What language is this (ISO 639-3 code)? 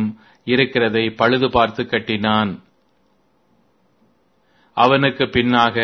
tam